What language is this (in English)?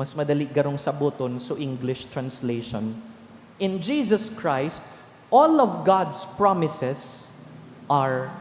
Bikol